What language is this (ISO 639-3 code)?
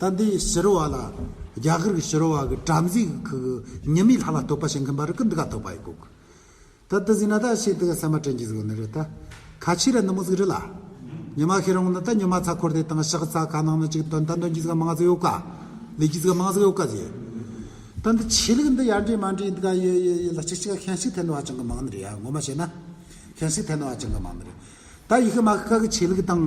adx